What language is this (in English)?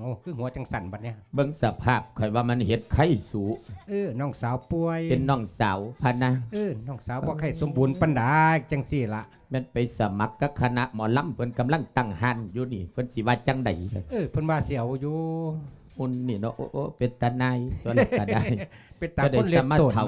Lao